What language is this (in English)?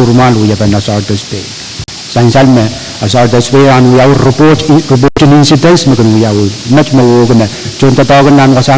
Pohnpeian